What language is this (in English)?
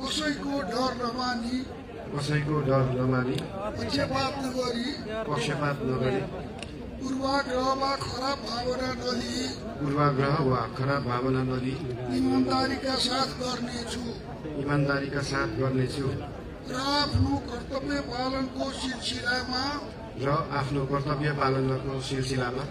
Nepali